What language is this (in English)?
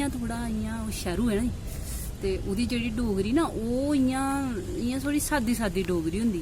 Dogri